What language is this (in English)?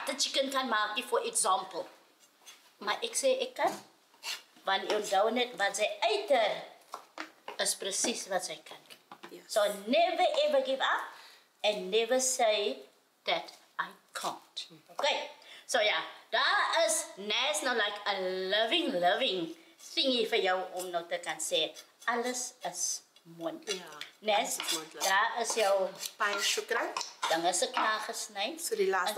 Afrikaans